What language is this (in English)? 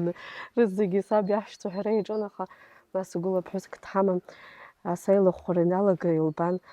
Abkhazian